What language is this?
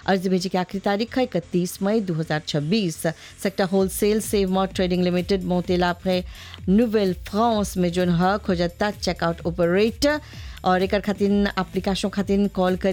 Bhojpuri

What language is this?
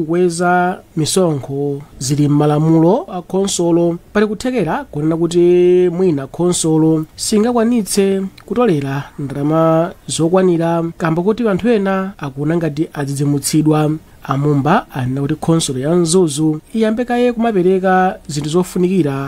Nyanja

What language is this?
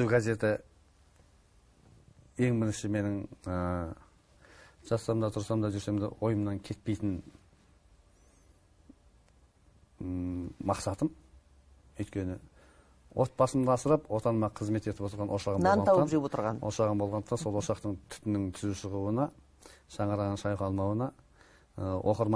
Kazakh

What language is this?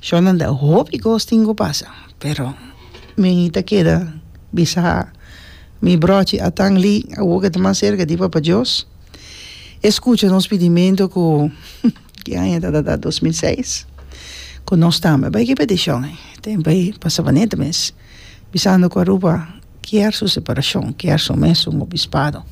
Papiamento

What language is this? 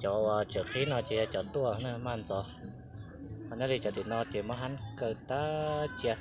Hmong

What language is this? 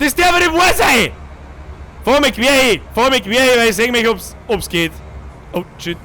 Bavarian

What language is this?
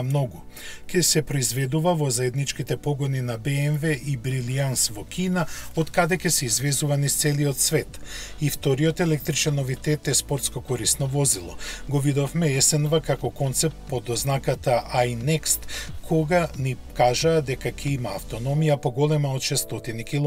Macedonian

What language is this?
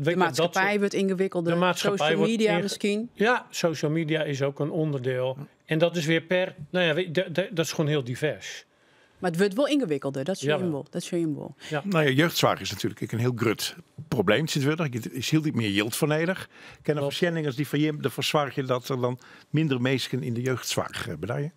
Western Frisian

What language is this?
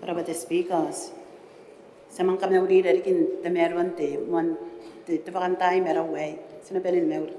Gilbertese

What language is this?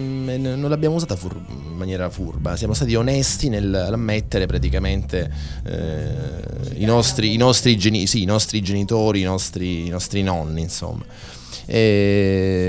Italian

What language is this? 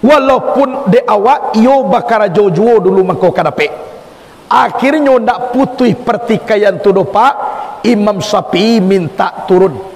Minangkabau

